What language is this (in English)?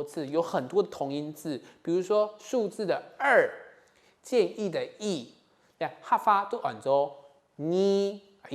Hakka Chinese